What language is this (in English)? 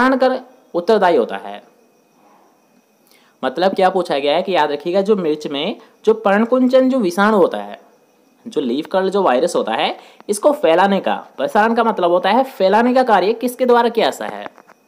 Hindi